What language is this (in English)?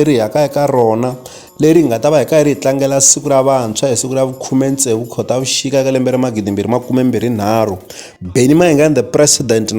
Tsonga